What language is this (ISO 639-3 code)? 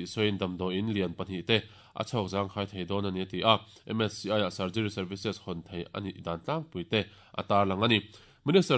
lus